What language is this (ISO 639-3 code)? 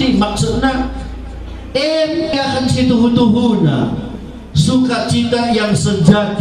btx